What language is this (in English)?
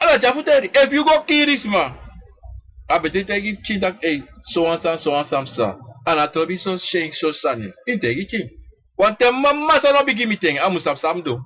Sranan Tongo